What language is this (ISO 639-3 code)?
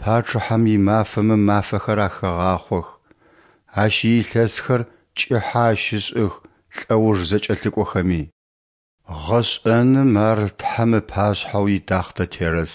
ady